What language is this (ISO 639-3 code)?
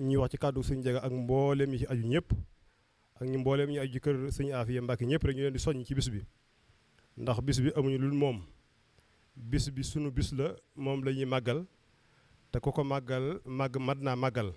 wol